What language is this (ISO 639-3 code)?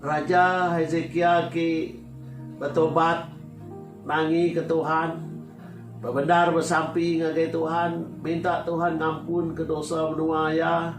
iba